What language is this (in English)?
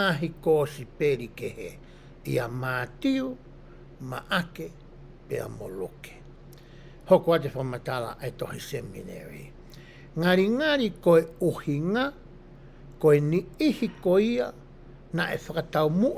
Tongan